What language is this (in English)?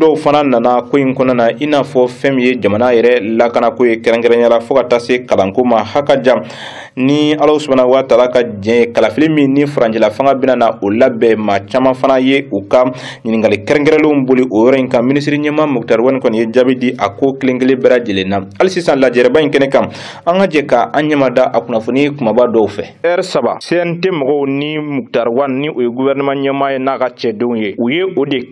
Bambara